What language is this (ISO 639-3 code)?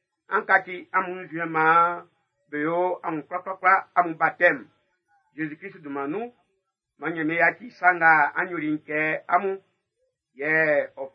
bci